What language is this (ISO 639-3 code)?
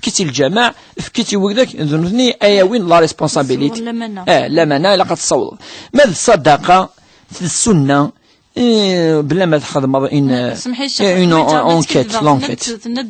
kab